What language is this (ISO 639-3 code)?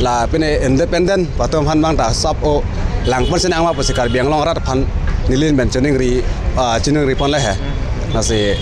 mjw